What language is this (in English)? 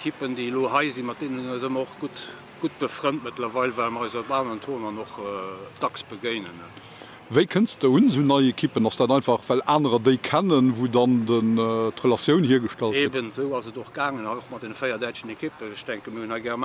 Luxembourgish